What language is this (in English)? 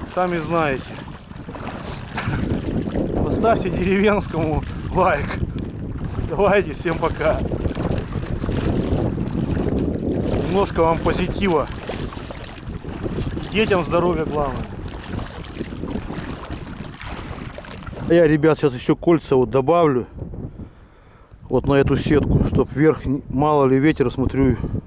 Russian